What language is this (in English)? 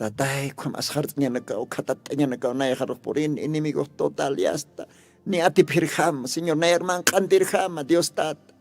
Aymara